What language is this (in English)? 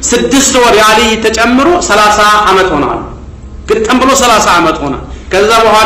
Amharic